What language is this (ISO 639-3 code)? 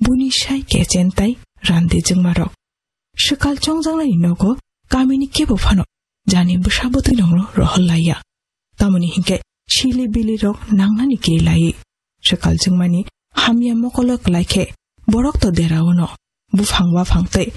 trp